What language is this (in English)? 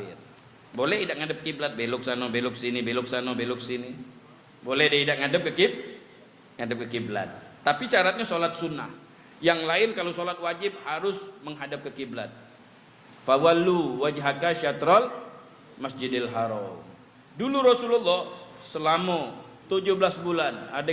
Musi